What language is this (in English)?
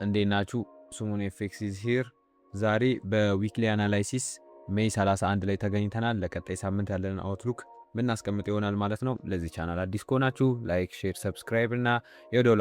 Amharic